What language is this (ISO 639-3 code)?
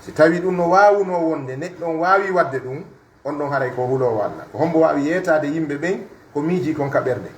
fuf